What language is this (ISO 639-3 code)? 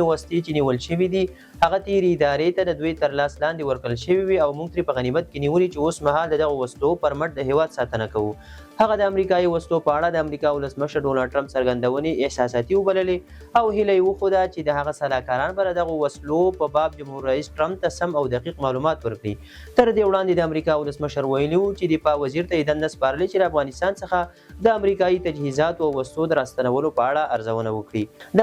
pus